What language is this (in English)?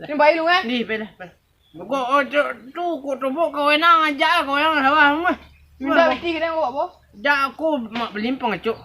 Minangkabau